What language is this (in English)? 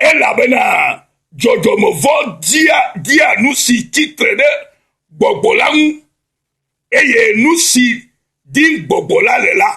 Ewe